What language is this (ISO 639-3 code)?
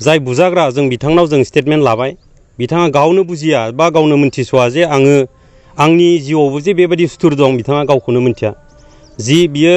brx